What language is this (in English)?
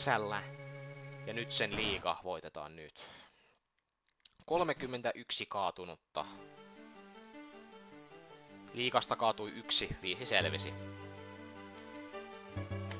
Finnish